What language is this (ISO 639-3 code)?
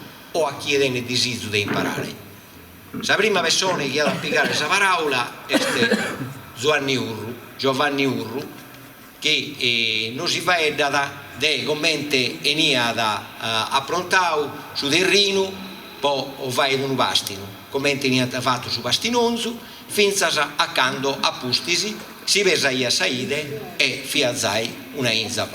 srd